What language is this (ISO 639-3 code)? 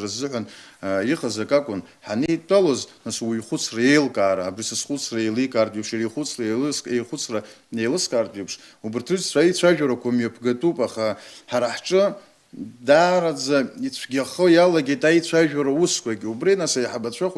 abk